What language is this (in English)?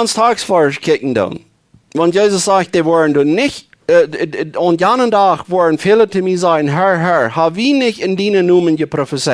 Plautdietsch